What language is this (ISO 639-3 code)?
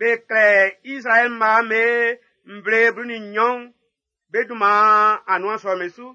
bci